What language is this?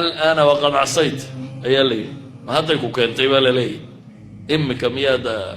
Somali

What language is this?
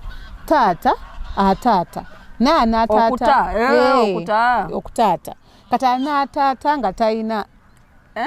Ganda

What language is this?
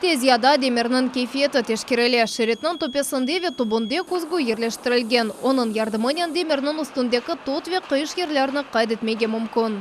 Crimean Tatar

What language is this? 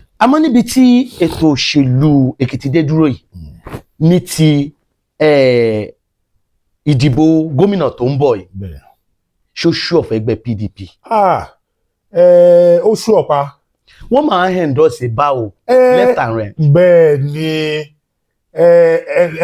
Yoruba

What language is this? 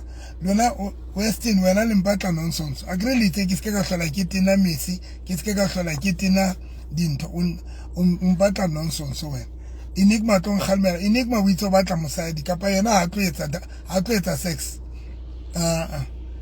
Southern Sotho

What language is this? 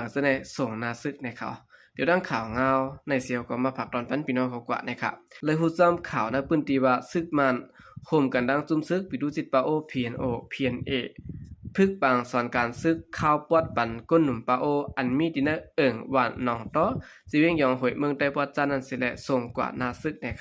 Shan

